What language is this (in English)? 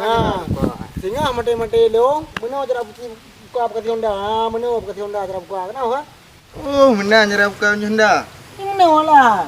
Achinese